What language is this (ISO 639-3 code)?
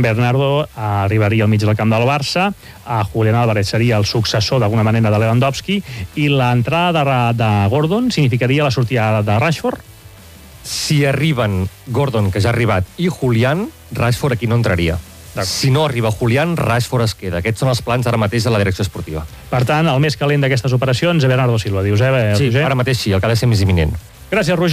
cat